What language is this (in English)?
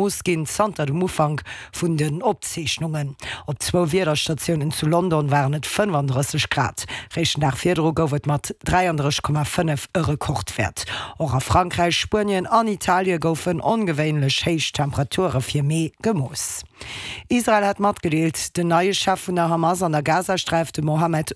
Luxembourgish